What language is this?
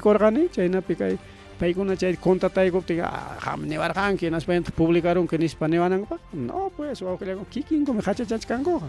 Ayacucho Quechua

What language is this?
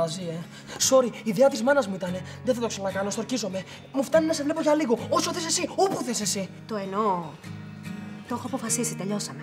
Greek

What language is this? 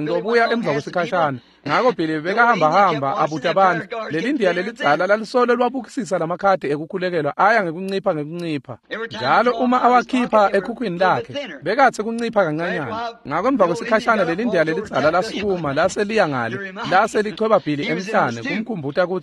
Swati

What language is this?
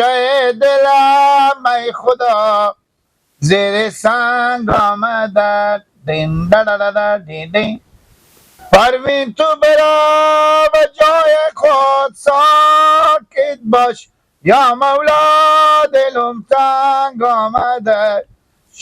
Persian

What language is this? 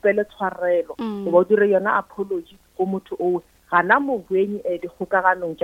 Northern Sotho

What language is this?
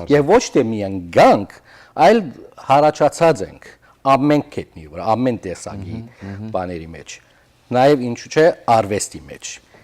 Western Armenian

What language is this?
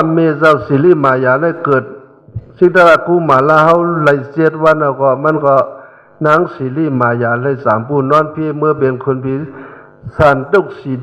Shan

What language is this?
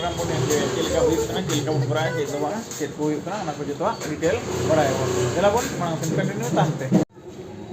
Santali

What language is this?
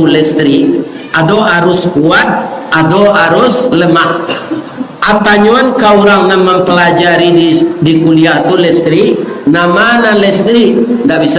Minangkabau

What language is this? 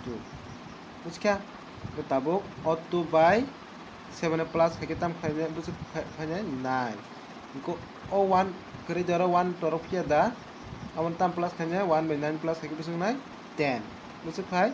Kok Borok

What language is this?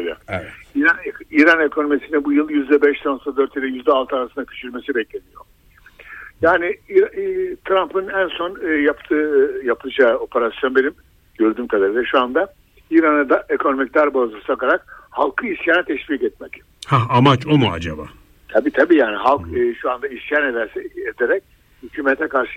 Turkish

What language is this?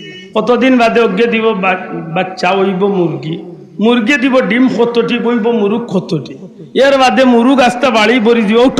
Sylheti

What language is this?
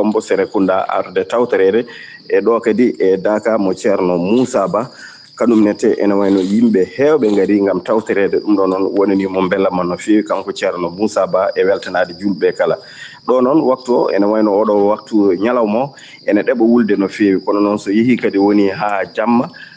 Fula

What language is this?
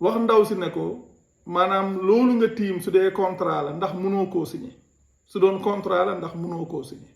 Wolof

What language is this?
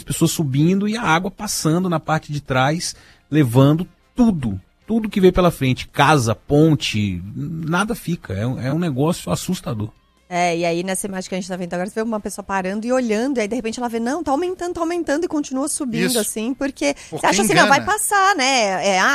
Portuguese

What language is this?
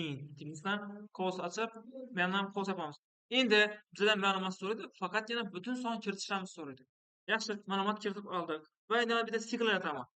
Uzbek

